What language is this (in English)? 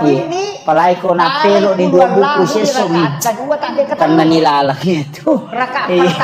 Buginese